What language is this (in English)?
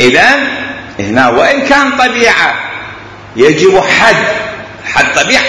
Mesopotamian Arabic